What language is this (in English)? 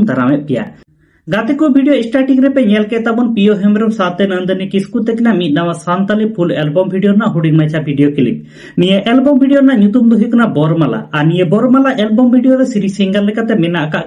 Santali